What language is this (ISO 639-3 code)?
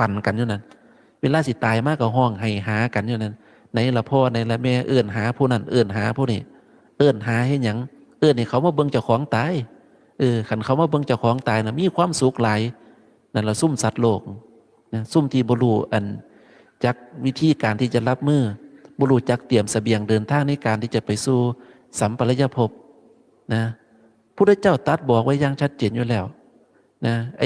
tts